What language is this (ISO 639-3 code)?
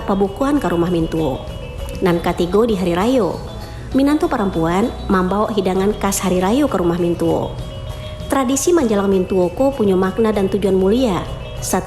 min